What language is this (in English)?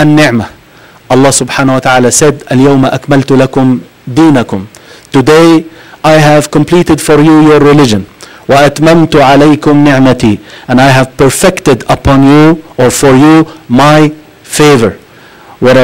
English